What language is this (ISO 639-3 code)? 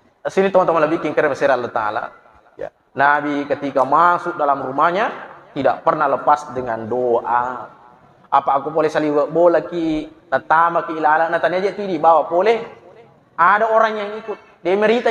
bug